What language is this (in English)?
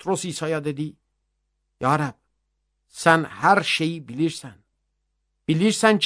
Azerbaijani